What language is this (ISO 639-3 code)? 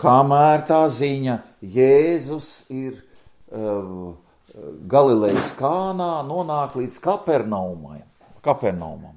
lav